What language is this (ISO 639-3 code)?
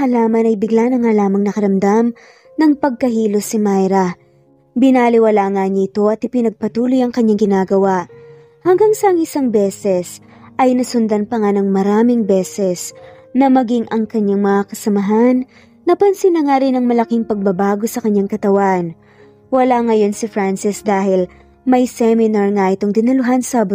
fil